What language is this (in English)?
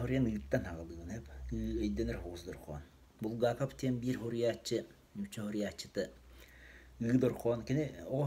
Yakut